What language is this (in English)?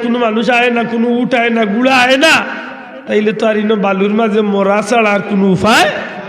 Sylheti